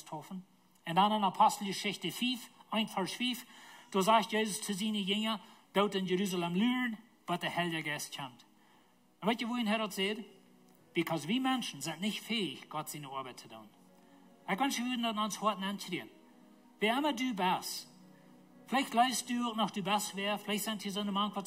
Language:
Plautdietsch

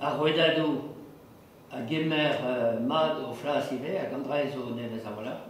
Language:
Breton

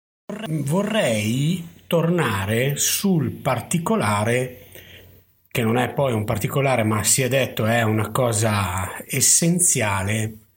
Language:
Italian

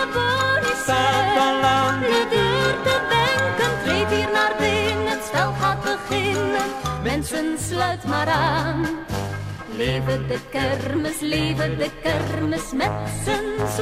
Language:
Dutch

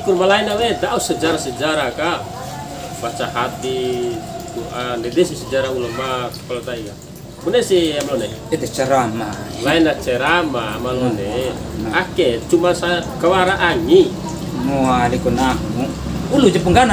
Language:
Bima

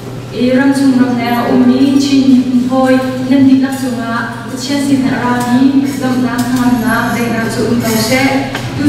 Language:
Hakha Chin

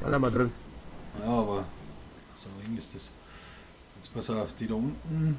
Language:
Bavarian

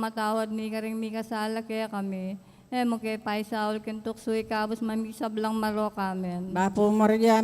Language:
Pampanga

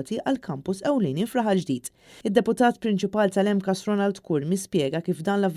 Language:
Maltese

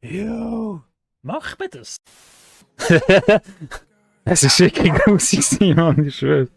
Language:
Swiss German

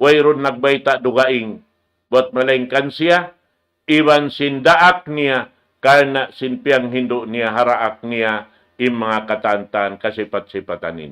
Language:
Tausug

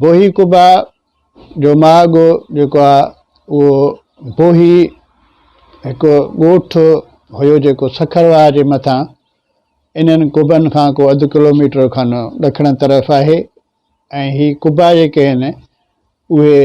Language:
Sindhi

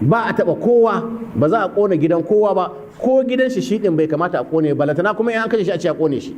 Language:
Hausa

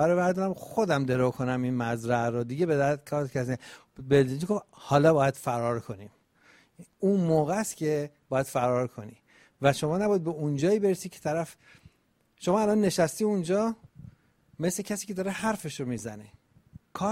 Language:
Persian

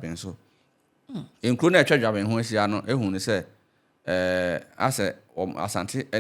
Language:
Akan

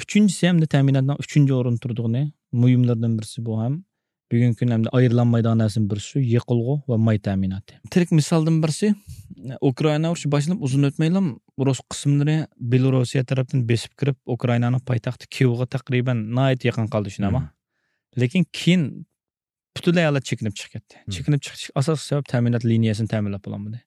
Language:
Uyghur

